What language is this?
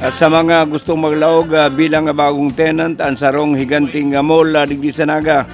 Bikol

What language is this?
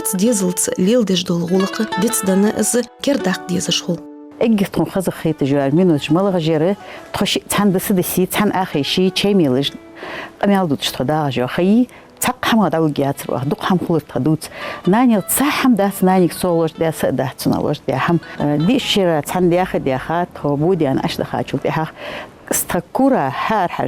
Ingush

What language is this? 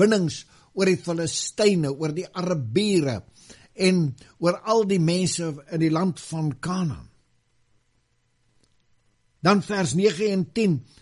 Afrikaans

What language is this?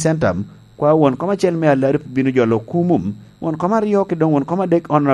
Lango (Uganda)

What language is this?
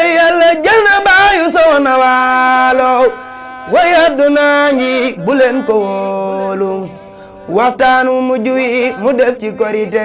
Wolof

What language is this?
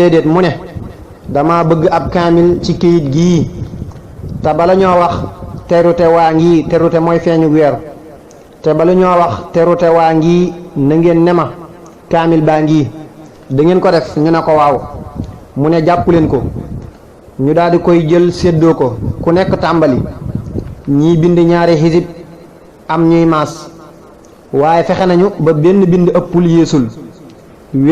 Wolof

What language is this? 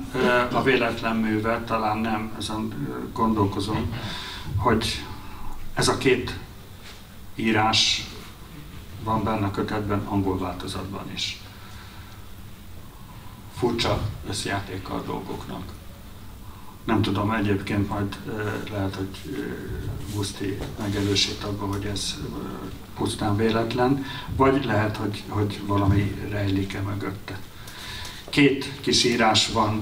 Hungarian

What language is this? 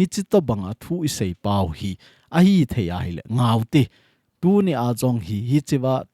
Thado Chin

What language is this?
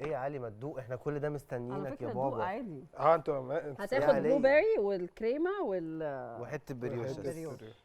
Egyptian Arabic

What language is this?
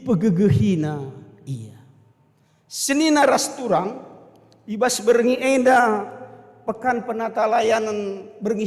Batak Karo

